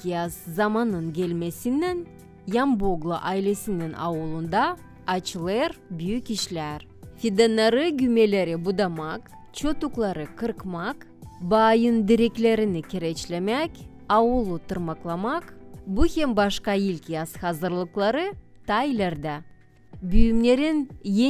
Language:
Gagauz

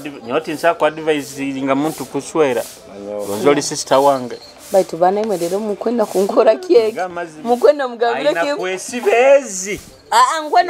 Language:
Nyoro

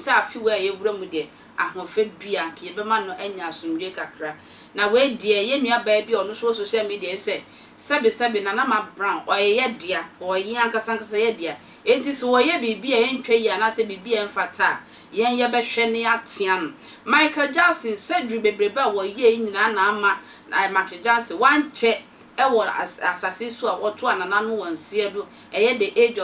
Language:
Akan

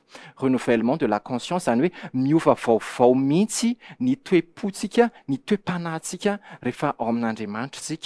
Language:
Malagasy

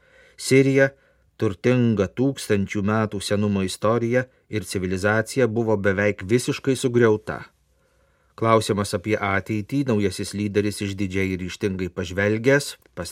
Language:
Lithuanian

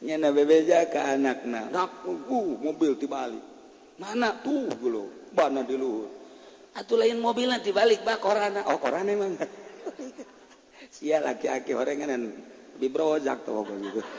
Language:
Sundanese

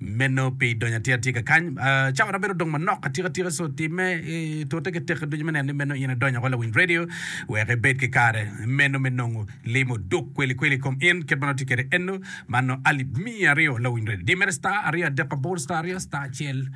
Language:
Acoli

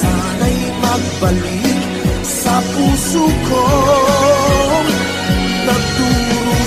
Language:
Filipino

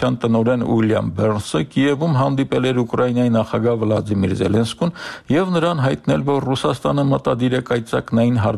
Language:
Armenian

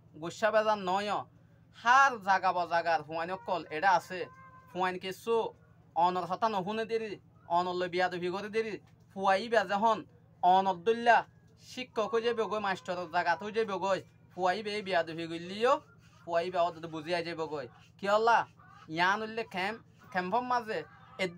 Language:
Rohingya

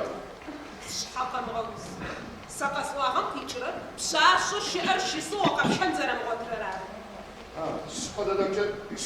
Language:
Adyghe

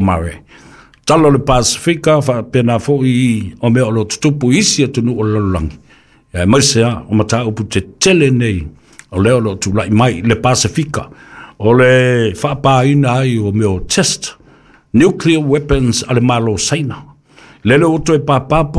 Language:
Samoan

